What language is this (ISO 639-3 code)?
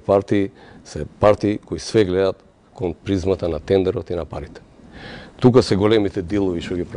mkd